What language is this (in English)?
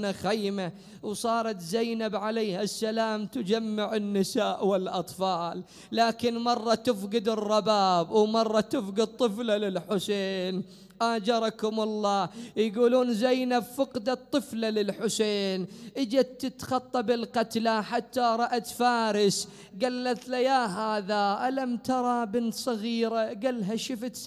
Mesopotamian Arabic